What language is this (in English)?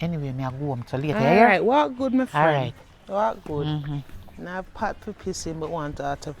Jamaican Creole English